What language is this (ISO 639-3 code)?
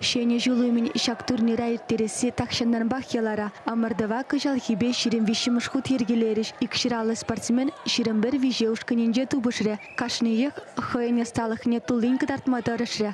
chv